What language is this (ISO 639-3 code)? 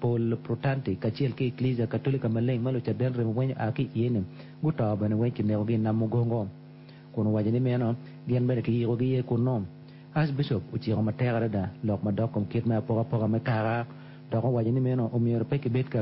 ach